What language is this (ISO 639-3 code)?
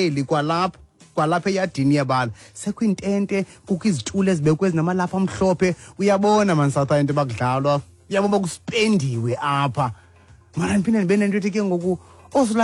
xho